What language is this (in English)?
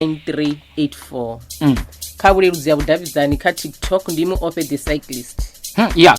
Venda